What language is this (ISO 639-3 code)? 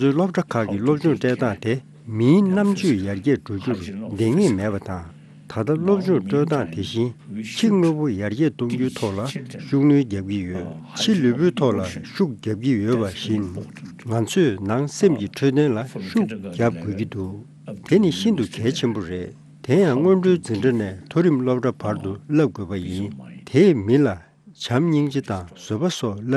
bod